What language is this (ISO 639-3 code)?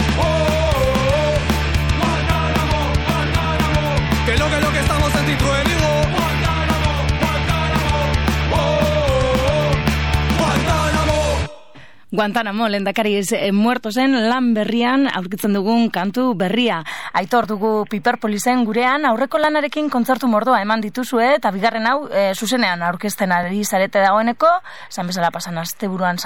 eus